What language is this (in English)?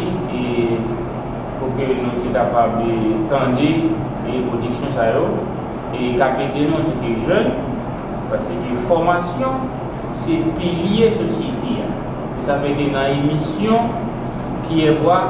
Haitian Creole